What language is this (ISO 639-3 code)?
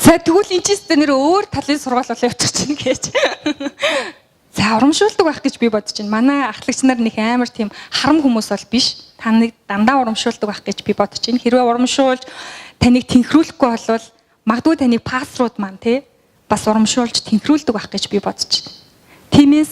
mon